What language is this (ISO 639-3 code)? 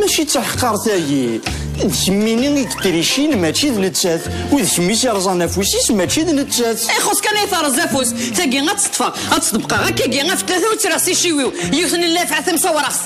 kab